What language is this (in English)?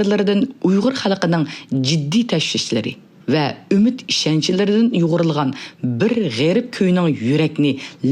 Uyghur